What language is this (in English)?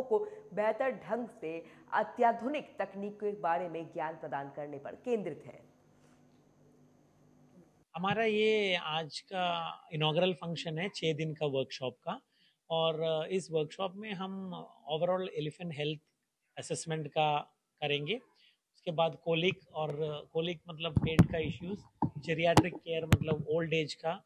Hindi